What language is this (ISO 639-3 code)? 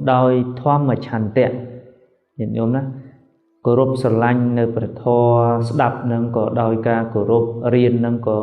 khm